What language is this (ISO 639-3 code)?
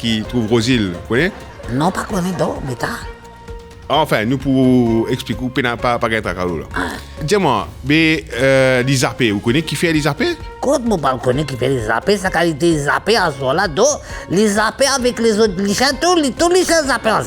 mfe